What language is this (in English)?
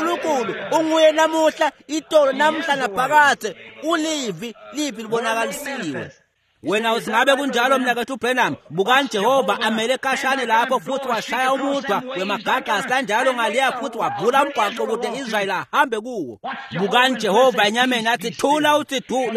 Swati